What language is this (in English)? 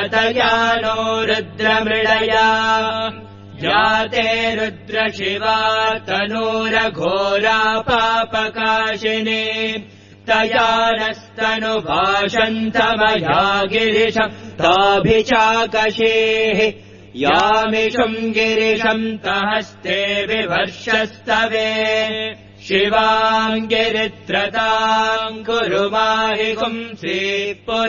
Sanskrit